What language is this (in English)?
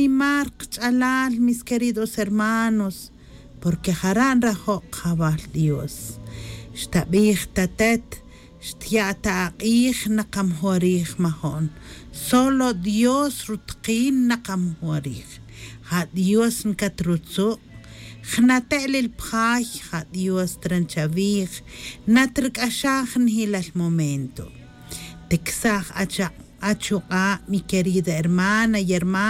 Tz'utujil